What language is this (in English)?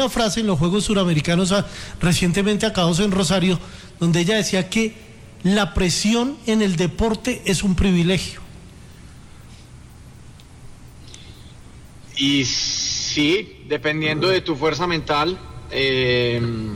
Spanish